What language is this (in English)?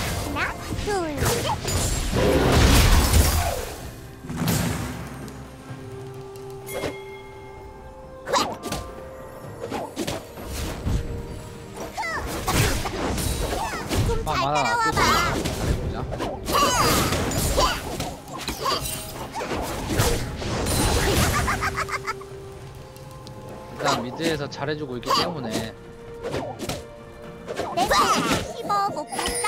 Korean